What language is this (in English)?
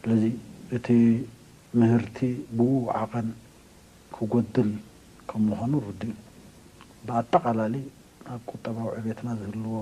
Tigrinya